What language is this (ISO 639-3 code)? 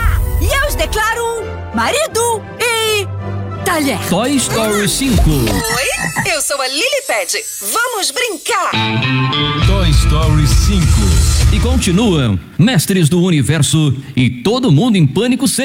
por